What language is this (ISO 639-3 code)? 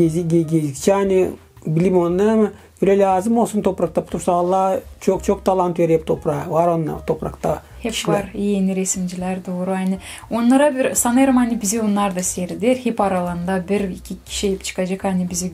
gag